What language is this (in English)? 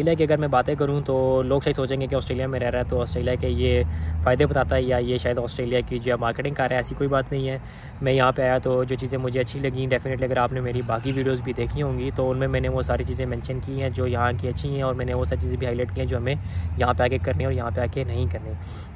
Hindi